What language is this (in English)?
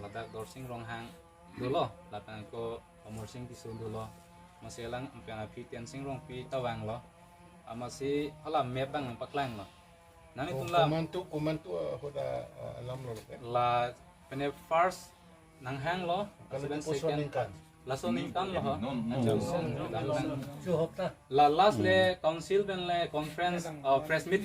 Karbi